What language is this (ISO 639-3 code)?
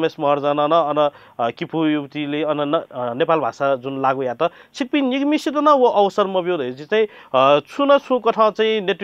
new